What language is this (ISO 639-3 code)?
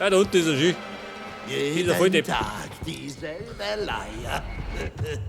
bar